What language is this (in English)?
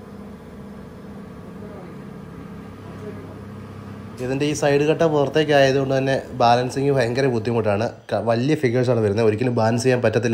Malayalam